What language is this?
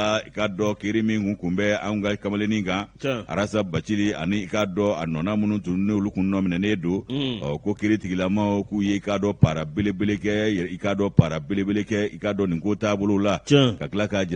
Bambara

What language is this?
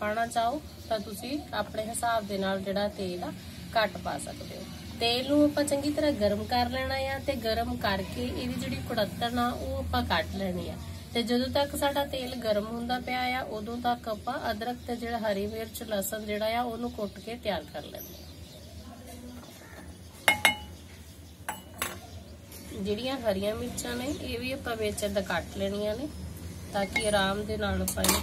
Punjabi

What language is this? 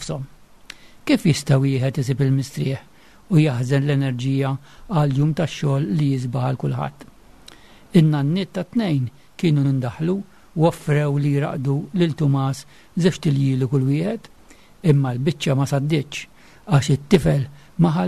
Maltese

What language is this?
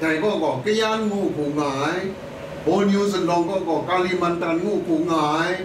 Kachin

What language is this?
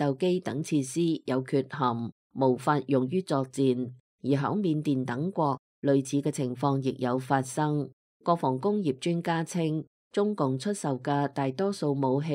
Cantonese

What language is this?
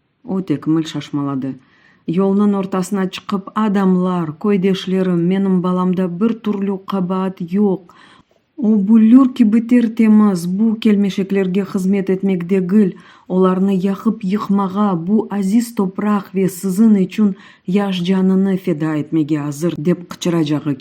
Crimean Tatar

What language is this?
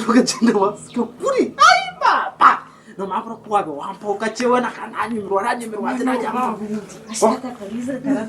Nyankole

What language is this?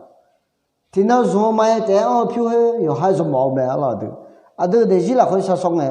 Akha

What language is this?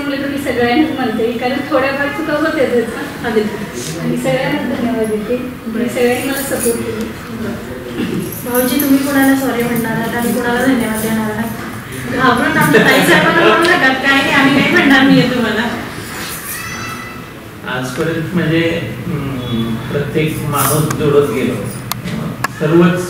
Marathi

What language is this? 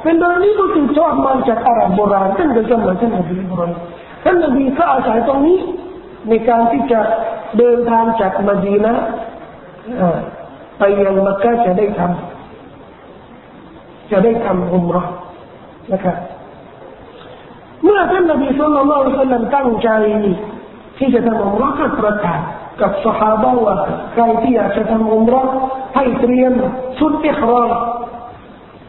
Thai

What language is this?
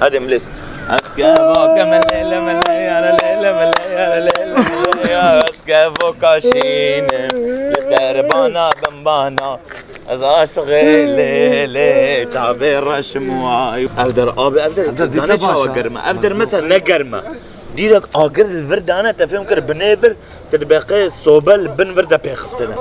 Kurdish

